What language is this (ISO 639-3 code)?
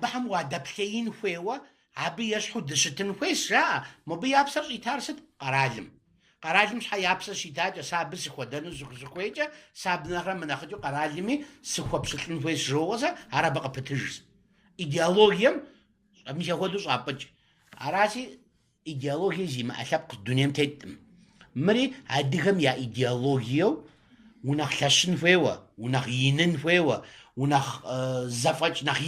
kbd